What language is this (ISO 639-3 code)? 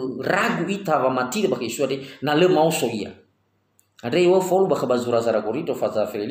nia